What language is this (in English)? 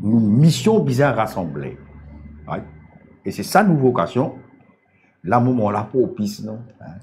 Morisyen